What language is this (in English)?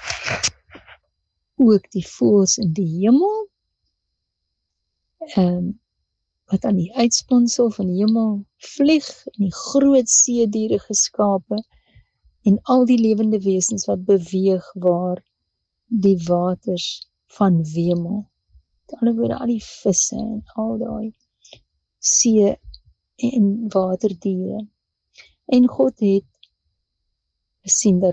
Afrikaans